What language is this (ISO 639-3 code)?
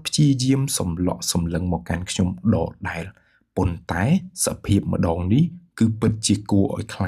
khm